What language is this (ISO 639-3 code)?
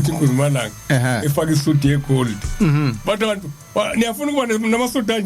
zul